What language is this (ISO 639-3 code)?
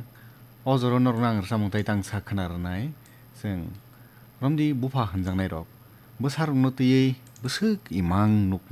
trp